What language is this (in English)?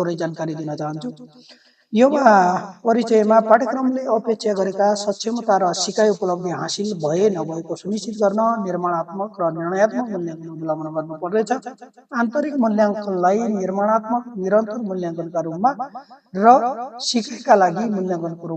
Nepali